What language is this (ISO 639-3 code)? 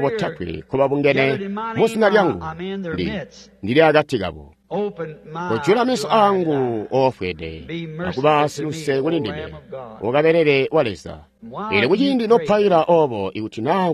toi